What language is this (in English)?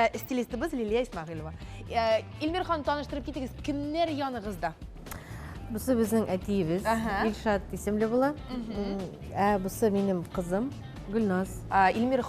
Tatar